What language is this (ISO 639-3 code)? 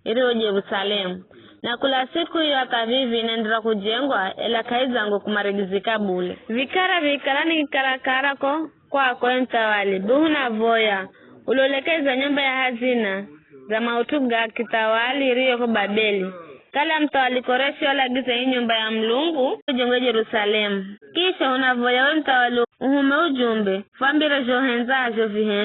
nyf